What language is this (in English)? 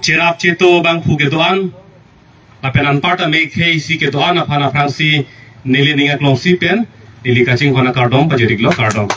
Karbi